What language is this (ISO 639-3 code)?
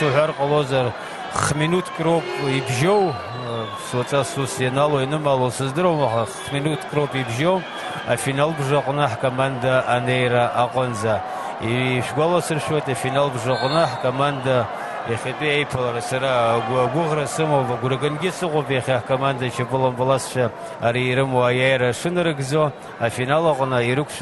abk